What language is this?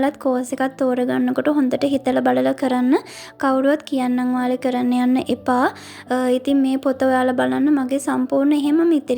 Sinhala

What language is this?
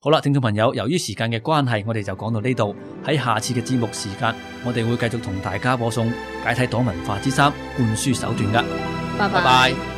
Cantonese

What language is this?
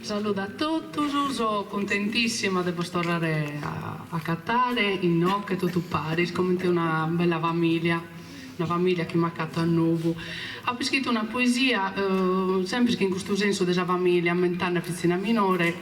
Sardinian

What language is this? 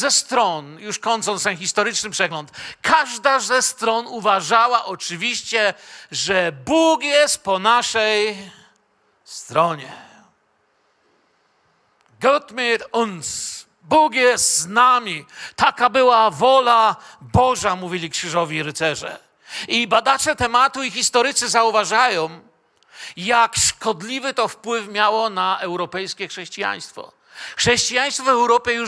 Polish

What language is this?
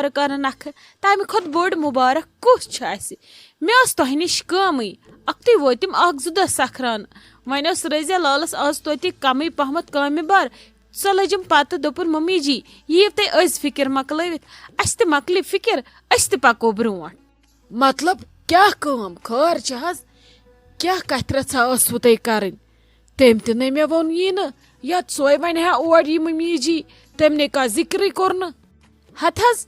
Kashmiri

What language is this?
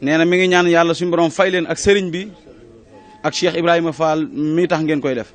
Wolof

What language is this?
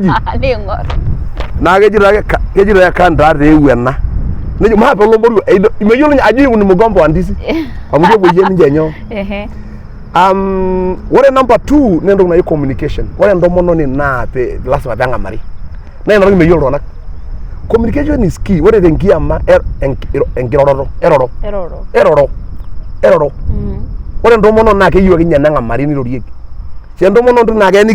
Masai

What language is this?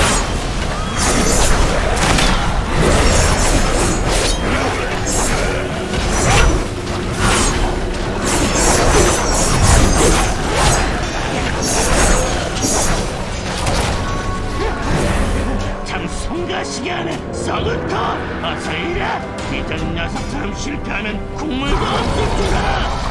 Korean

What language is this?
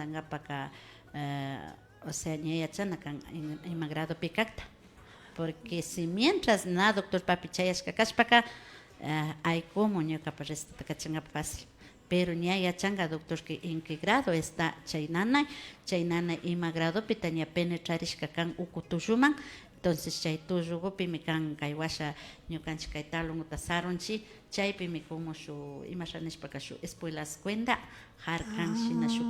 Imbabura Highland Quichua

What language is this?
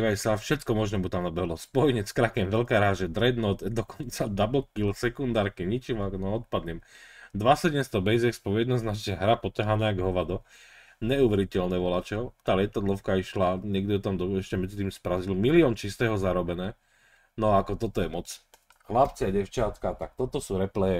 Slovak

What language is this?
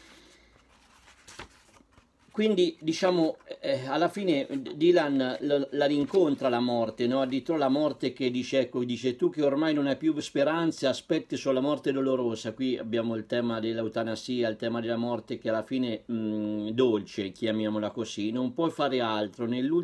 Italian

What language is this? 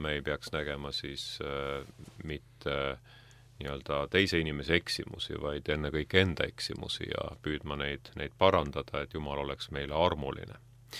Estonian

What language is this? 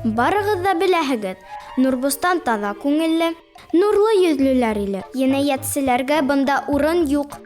Bashkir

